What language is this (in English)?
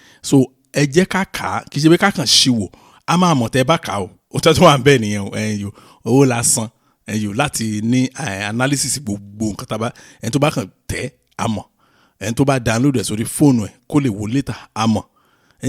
Yoruba